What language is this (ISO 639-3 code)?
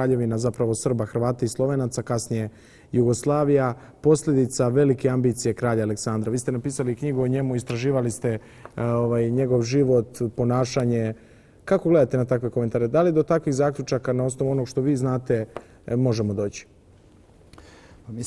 bos